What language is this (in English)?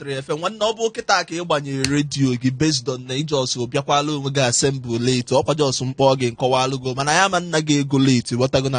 Igbo